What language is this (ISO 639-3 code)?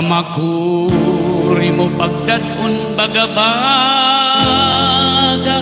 war